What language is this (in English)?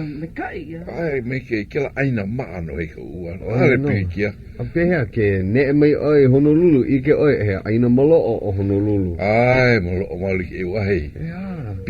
Hawaiian